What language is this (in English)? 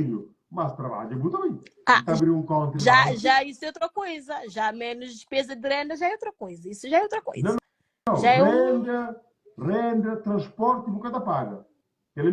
Kabuverdianu